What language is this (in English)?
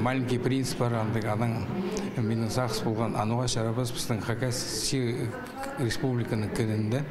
Khakas